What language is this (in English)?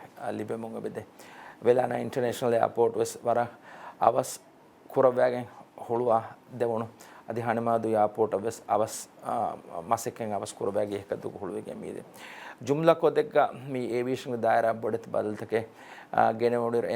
Divehi